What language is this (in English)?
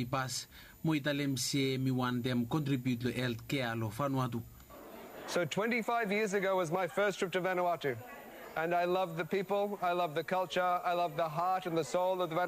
Bislama